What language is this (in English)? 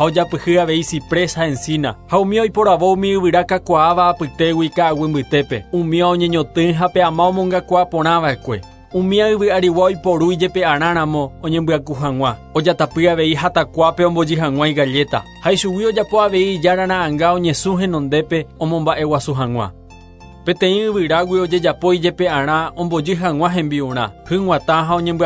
Guarani